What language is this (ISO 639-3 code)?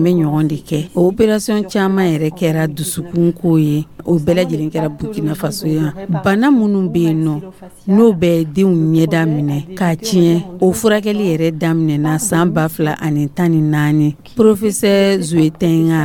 dyu